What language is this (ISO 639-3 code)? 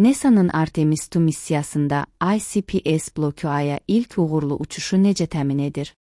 aze